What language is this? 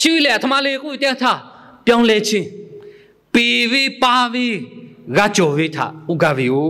Lahu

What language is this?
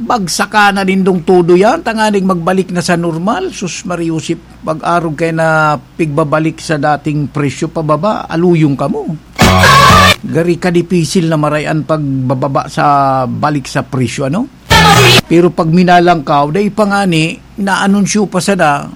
Bikol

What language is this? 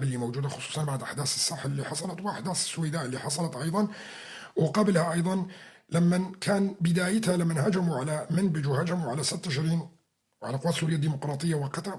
North Levantine Arabic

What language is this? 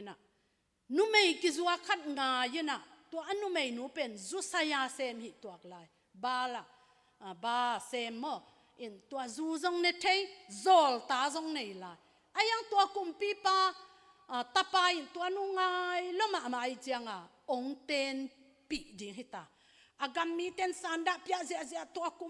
Tedim Chin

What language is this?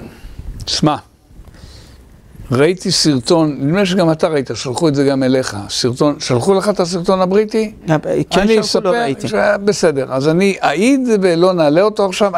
Hebrew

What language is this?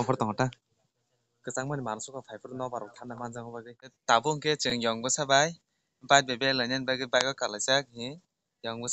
Kok Borok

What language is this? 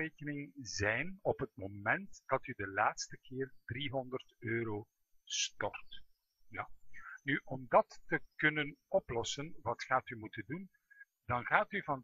Dutch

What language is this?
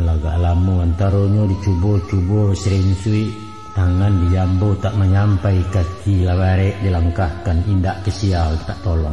Minangkabau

